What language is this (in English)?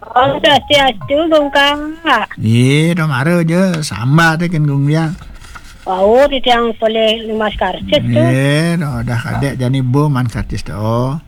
Balinese